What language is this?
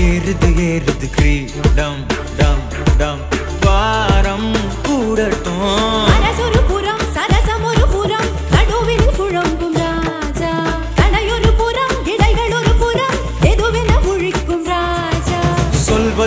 Tamil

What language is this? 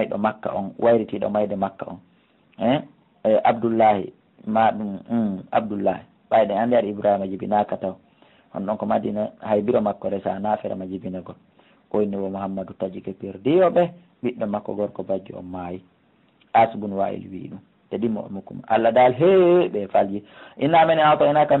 Fula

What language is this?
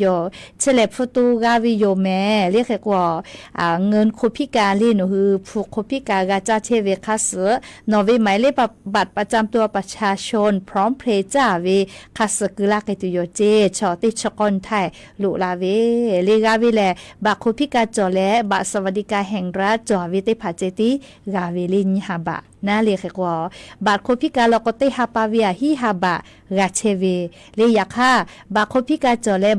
Lahu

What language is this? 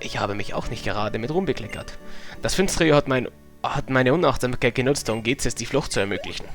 Bavarian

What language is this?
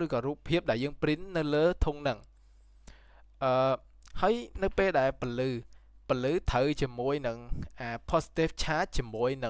Khmer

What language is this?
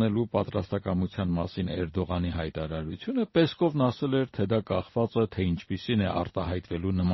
Armenian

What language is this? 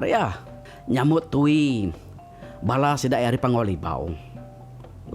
Iban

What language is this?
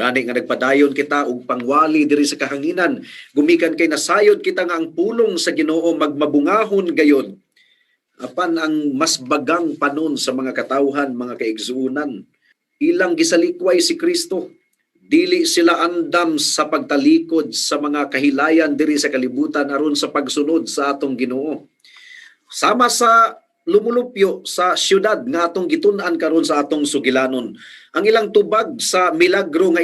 Cebuano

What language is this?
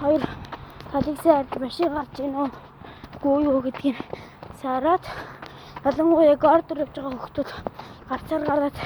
Mongolian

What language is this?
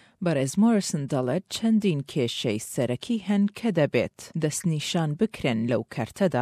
Central Kurdish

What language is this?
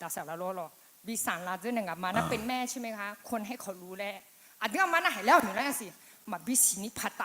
Akha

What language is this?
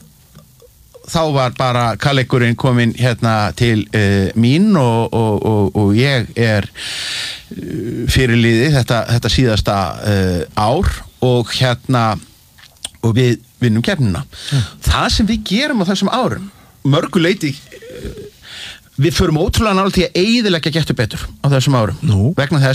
Icelandic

